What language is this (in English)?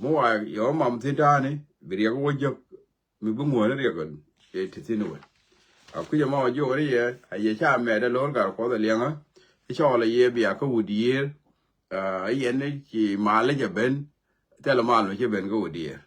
Nuer